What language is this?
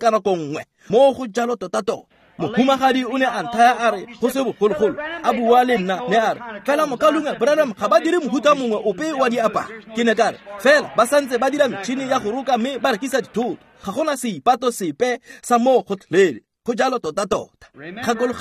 Tswana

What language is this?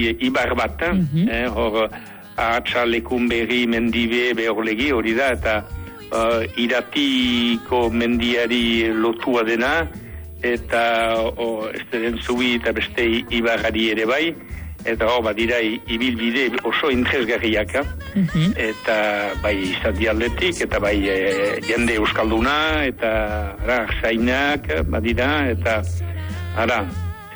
Basque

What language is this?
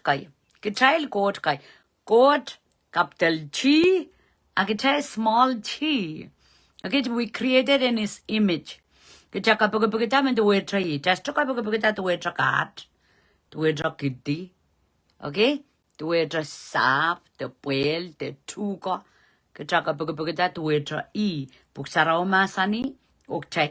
Pohnpeian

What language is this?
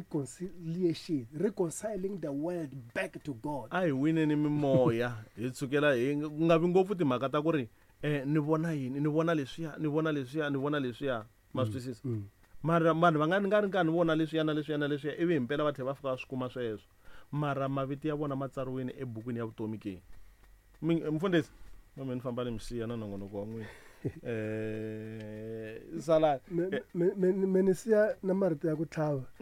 Tsonga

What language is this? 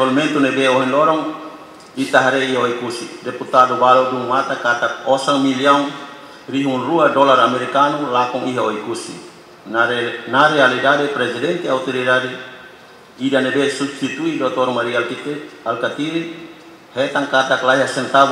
Tetum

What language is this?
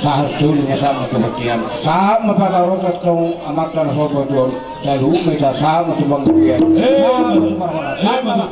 Batak Toba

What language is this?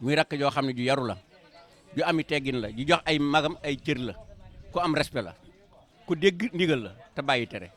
Wolof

